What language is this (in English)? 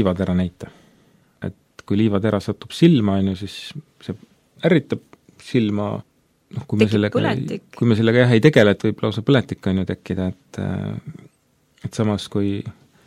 Estonian